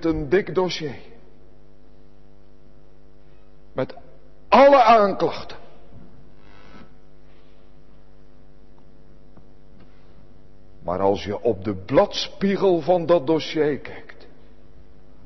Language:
Dutch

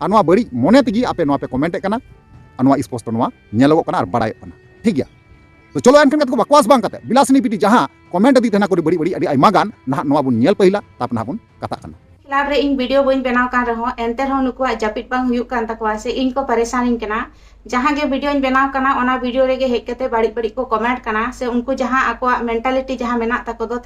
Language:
Santali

